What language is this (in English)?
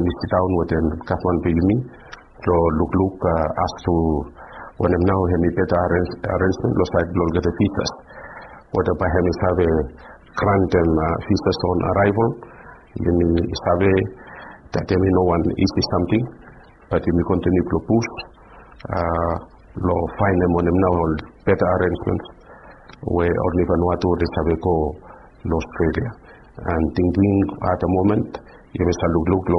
Bislama